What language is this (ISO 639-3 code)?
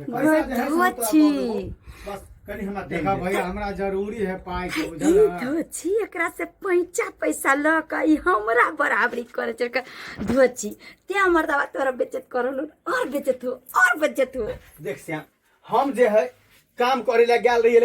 mai